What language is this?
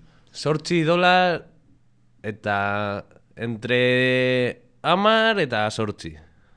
Basque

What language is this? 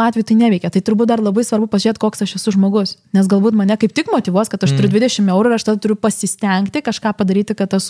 Lithuanian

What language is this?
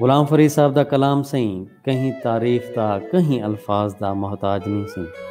Saraiki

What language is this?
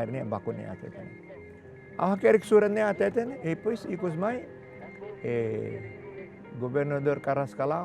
Tetum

